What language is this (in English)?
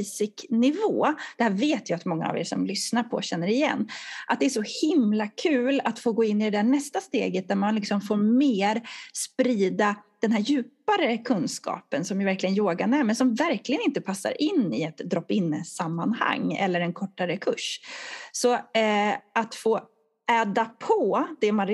Swedish